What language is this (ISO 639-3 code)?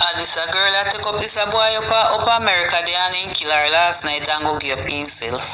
jam